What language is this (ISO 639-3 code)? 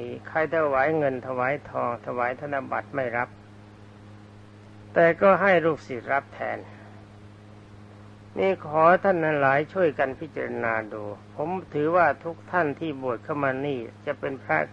tha